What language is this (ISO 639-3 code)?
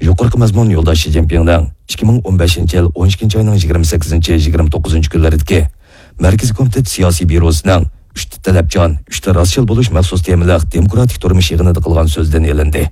uig